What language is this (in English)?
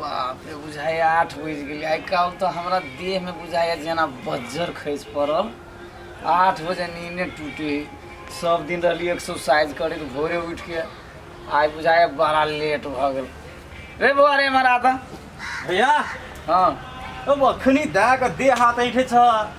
Maithili